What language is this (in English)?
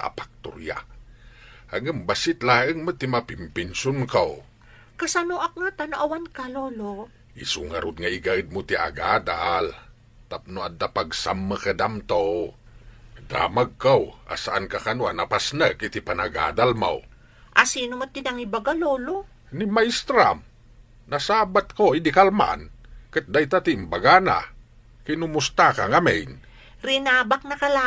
Iloko